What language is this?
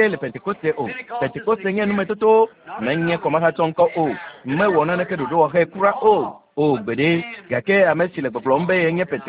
Ewe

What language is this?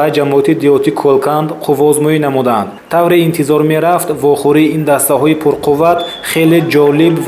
Tajik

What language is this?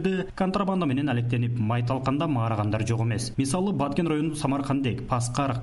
Kyrgyz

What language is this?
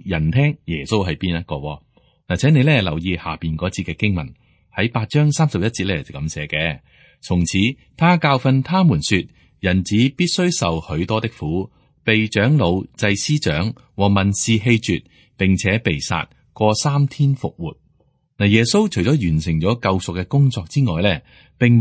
Cantonese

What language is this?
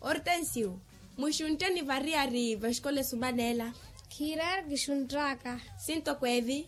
Makhuwa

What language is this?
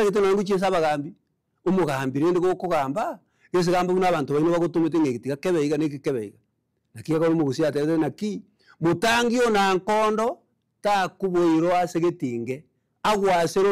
Gusii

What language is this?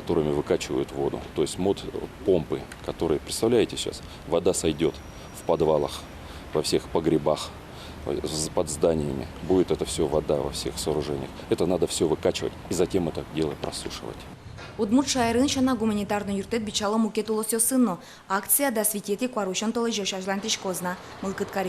Udmurt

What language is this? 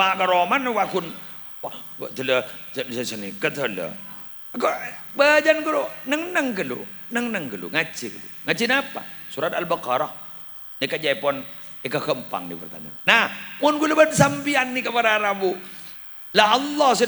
Madurese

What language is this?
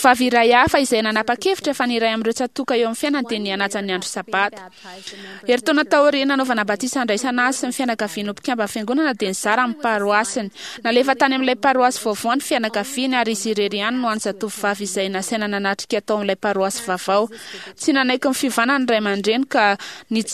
Malagasy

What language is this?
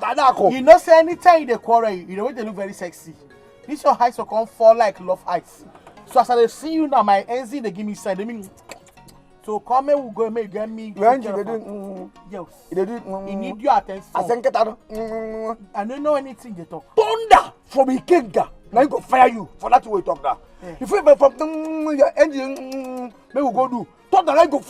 Nigerian Pidgin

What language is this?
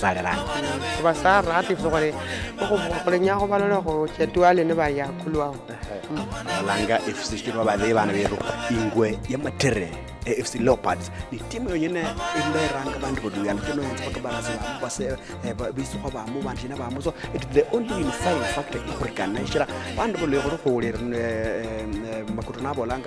Luyia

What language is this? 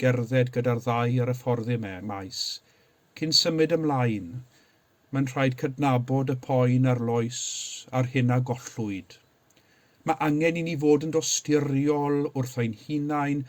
Welsh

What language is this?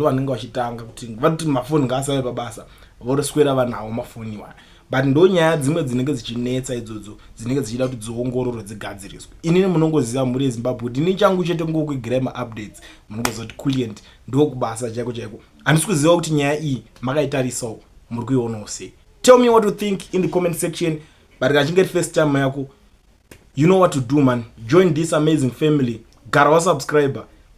Shona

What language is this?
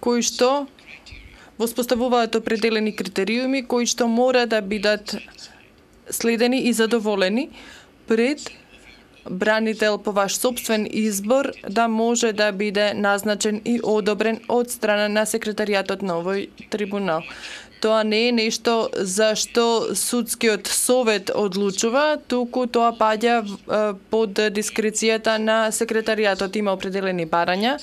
Macedonian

